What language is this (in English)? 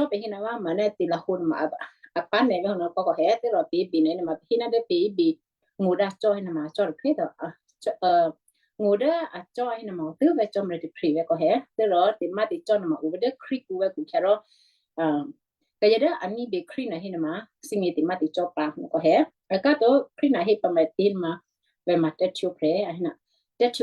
Western Kayah